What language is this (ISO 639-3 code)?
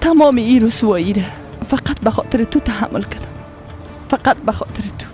fas